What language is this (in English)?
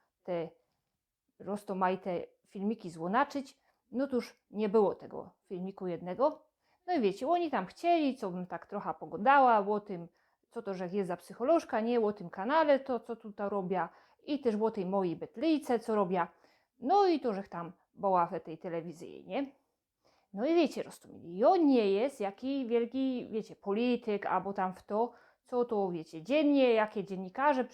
Silesian